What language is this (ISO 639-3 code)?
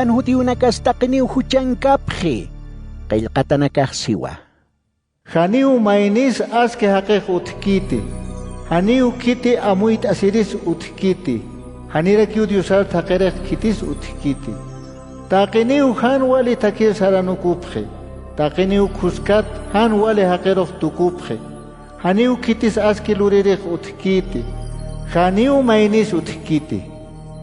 aym